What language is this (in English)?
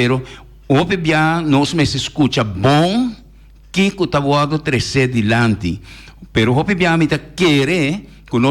Papiamento